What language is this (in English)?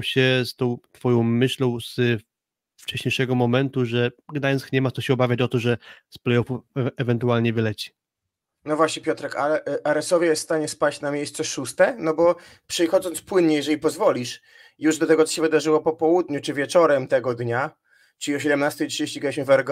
Polish